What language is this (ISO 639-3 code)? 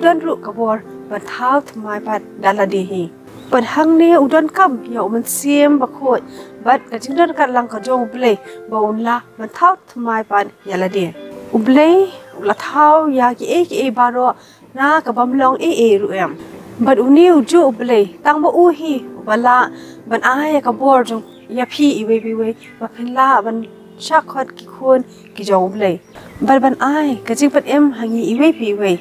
kha